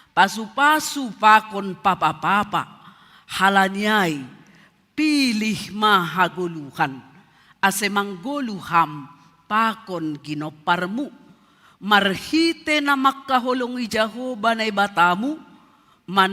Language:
Batak Simalungun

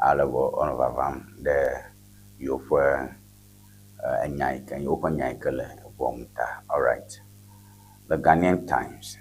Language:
Ewe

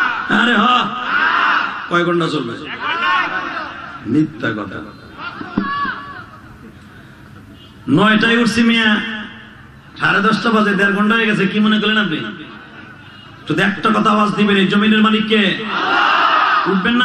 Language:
Bangla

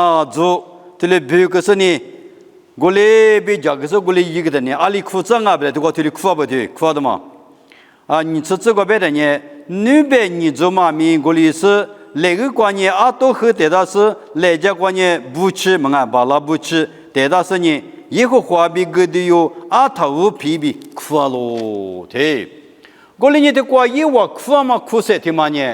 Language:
Lisu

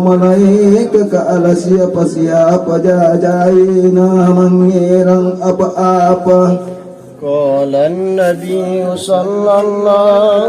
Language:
Makasar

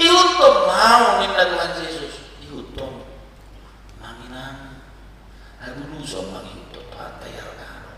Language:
Batak Toba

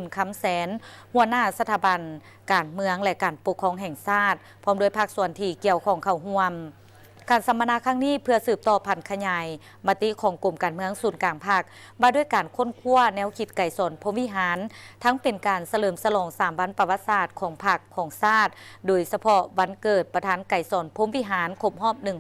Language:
Lao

